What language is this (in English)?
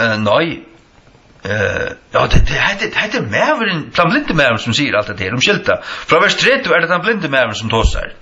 Faroese